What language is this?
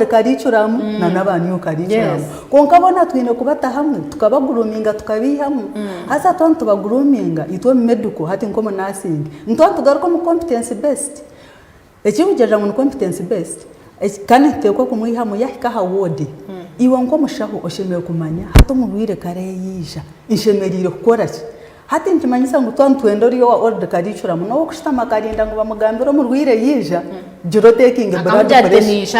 Nyankole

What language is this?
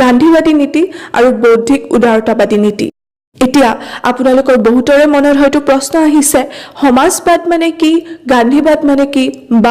Assamese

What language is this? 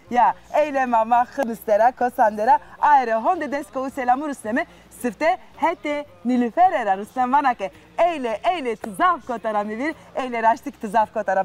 Zaza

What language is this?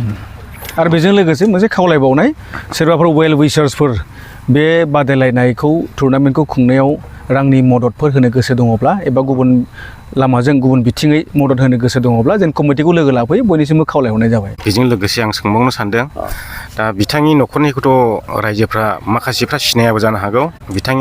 Bodo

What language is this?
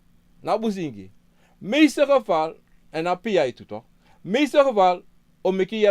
Sranan Tongo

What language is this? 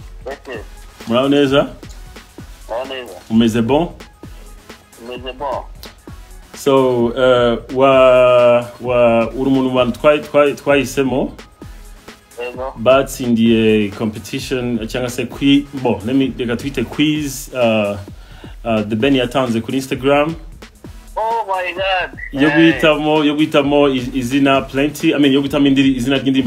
Kinyarwanda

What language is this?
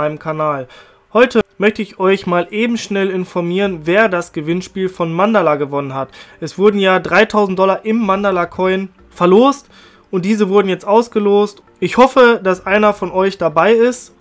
German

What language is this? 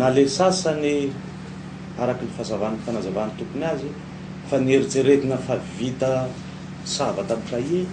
Malagasy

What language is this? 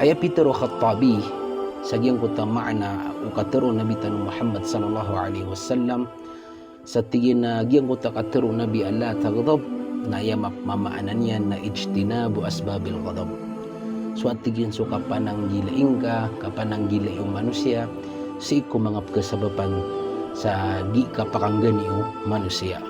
Maranao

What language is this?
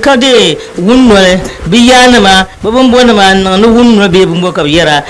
Dagbani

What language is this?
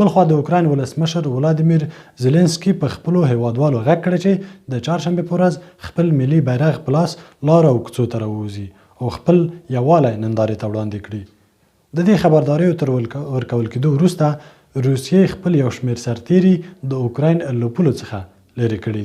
Pashto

